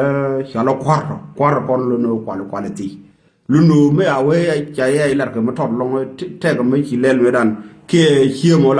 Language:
Nuer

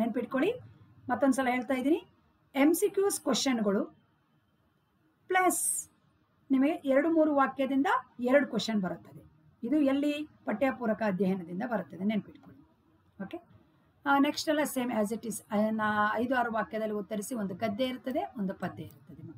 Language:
Kannada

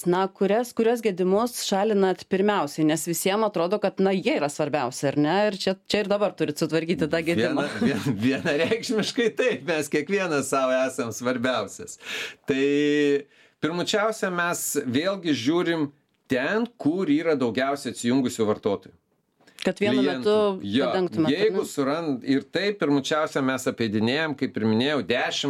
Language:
Lithuanian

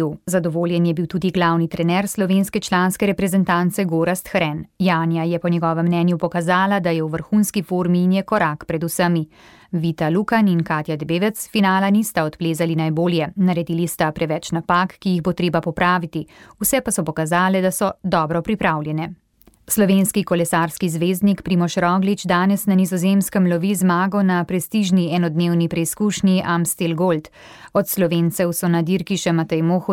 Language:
Slovenian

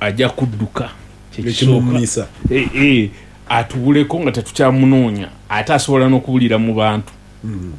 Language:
Ganda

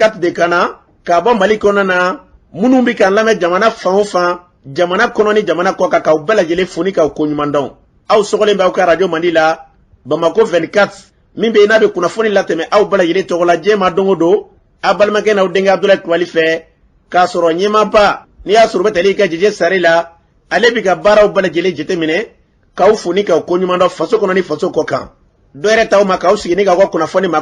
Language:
Bambara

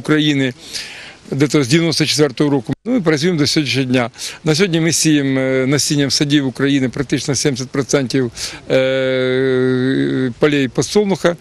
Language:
Ukrainian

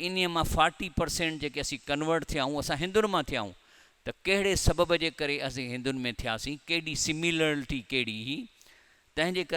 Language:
Sindhi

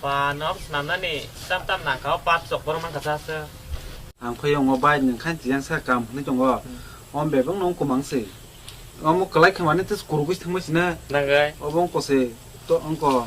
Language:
Kok Borok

